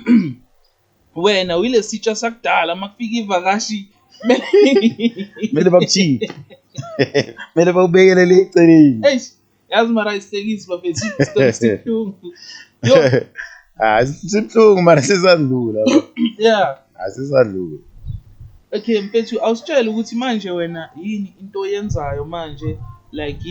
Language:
Zulu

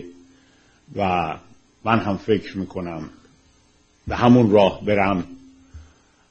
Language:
Persian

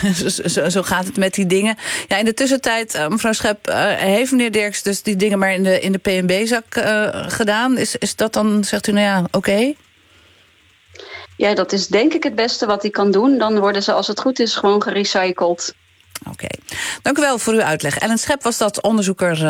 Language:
Dutch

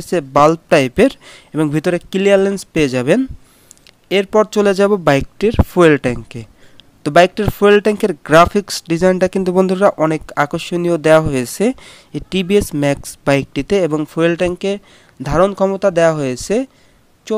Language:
Bangla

